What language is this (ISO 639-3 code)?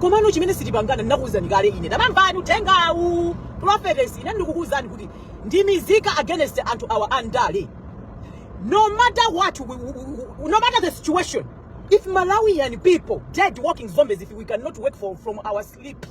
nya